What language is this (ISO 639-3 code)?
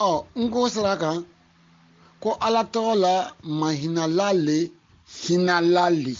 bam